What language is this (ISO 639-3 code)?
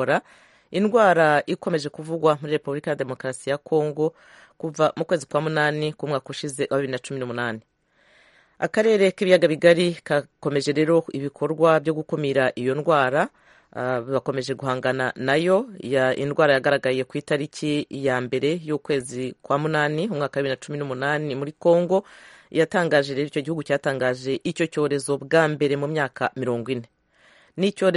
kin